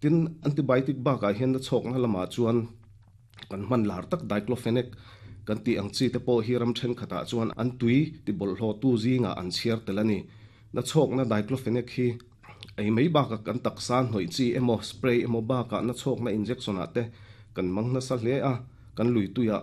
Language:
Mizo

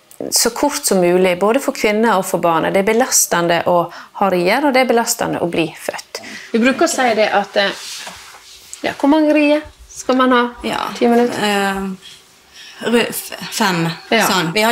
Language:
Norwegian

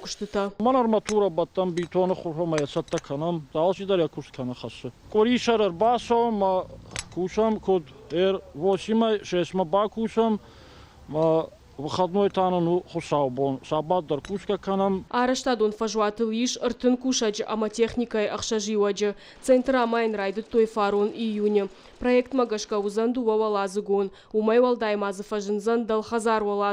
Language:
Ossetic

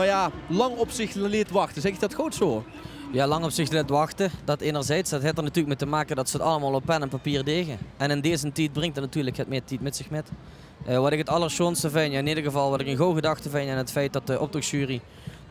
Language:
Limburgish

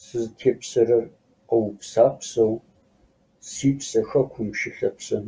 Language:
Kabardian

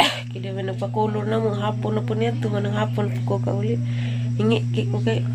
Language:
Cebuano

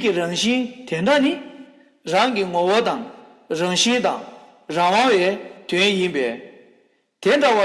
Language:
Tibetan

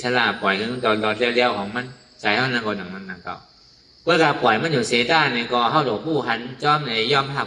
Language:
Shan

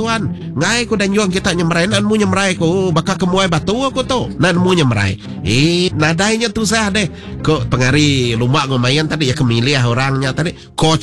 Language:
Iban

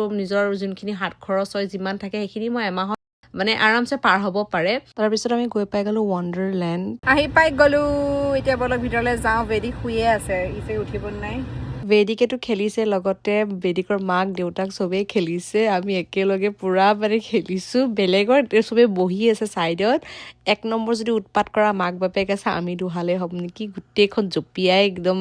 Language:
Assamese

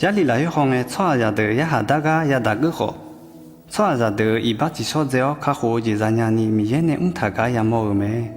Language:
Akha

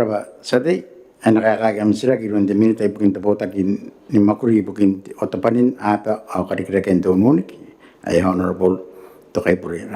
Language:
Gilbertese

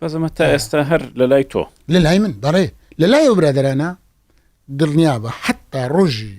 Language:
Central Kurdish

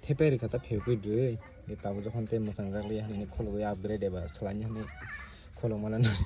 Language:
Kok Borok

